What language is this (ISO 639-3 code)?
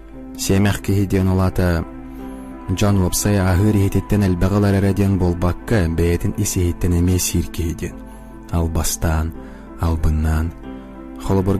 sah